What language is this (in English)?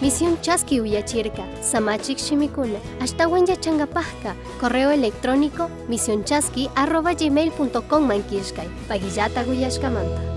Chimborazo Highland Quichua